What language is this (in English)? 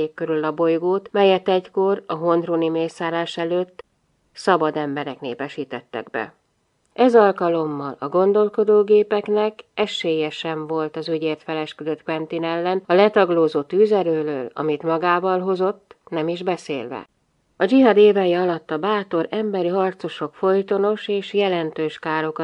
Hungarian